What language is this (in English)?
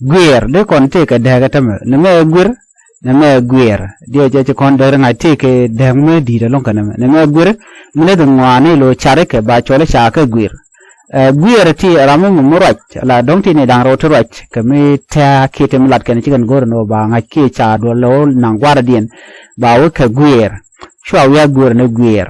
Nuer